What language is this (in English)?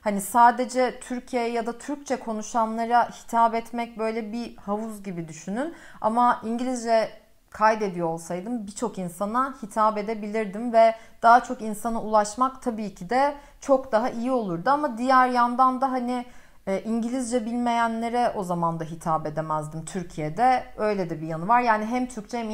Turkish